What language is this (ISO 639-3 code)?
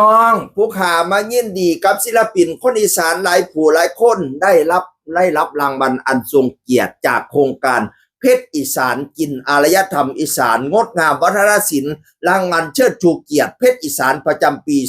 tts